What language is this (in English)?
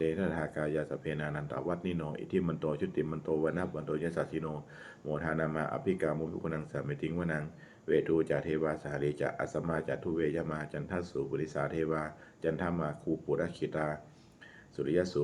Pali